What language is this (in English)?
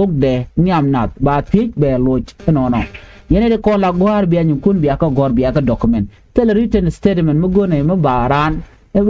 Nuer